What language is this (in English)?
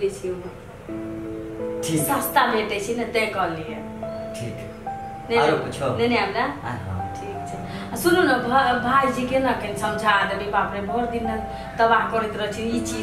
Maithili